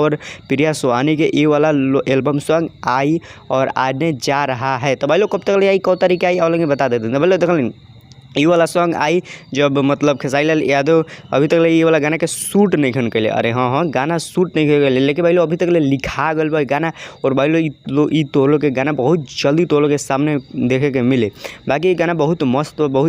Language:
Bhojpuri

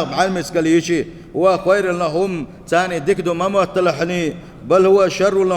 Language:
Chechen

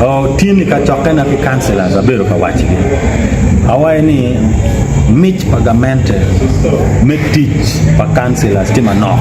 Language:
Acoli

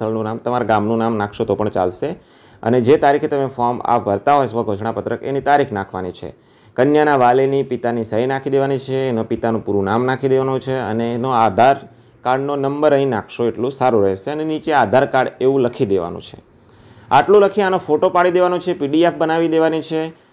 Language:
Gujarati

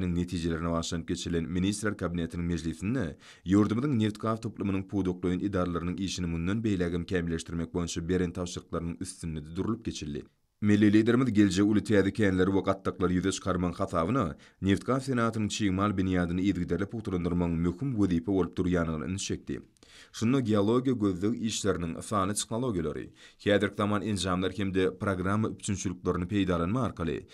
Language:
Turkmen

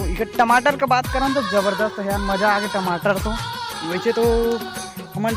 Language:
Chhattisgarhi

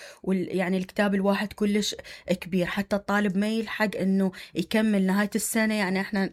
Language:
Mesopotamian Arabic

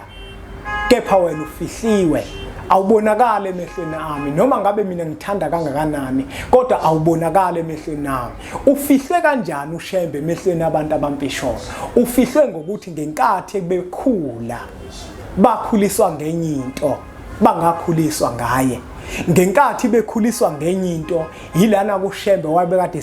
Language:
Zulu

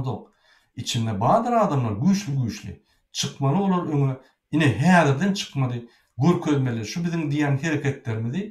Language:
Turkmen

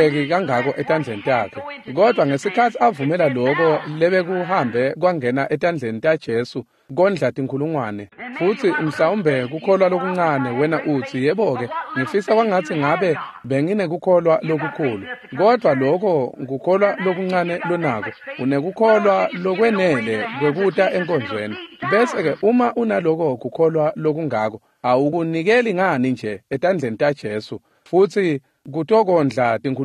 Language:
Swati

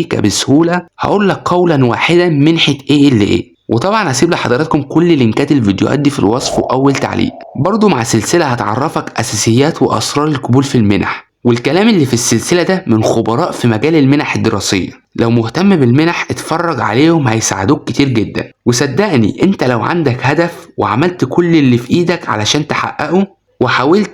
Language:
Egyptian Arabic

